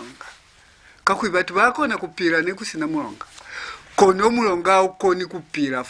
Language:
Lozi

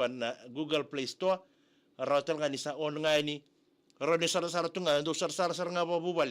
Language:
Fijian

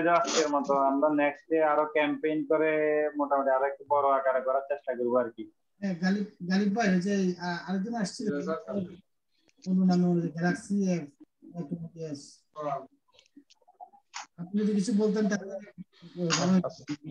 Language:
Bangla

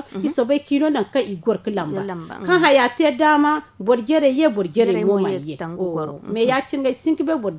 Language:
Zarma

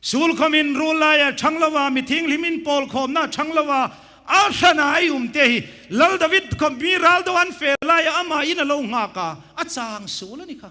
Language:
Hmar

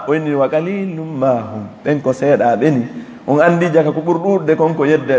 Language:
Fula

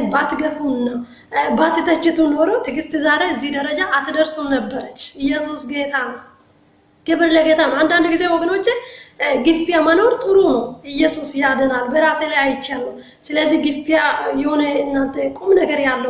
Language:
Amharic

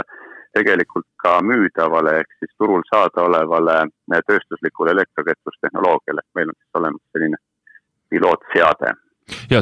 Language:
Estonian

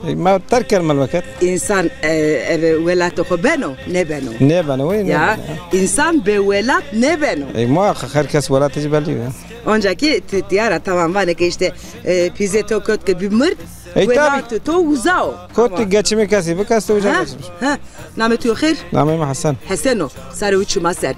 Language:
Zaza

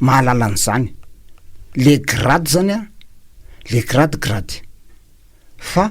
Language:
Malagasy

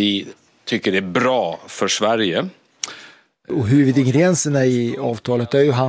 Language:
Swedish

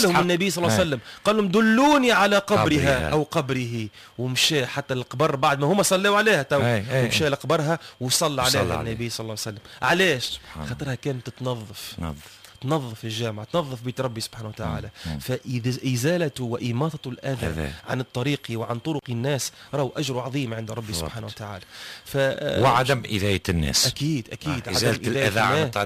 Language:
Tunisian Arabic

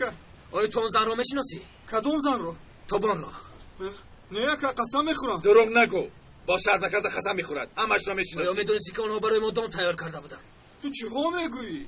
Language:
Tajik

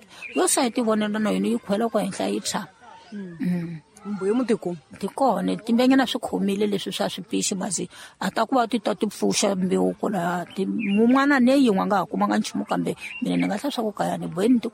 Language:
Tsonga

